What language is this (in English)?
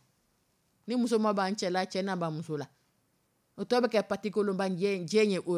Dyula